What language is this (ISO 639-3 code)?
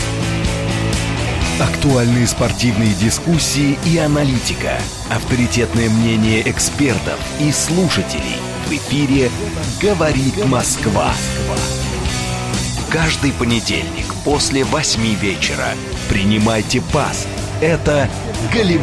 rus